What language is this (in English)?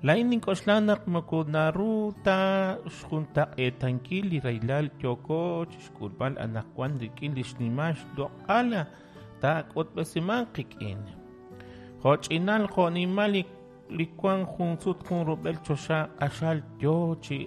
Kekchí